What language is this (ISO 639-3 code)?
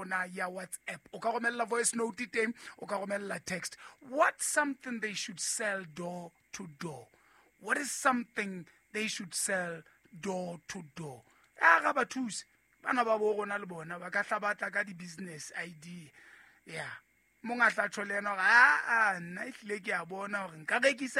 sot